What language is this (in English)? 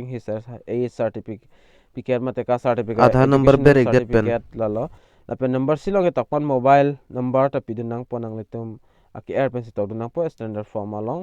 Karbi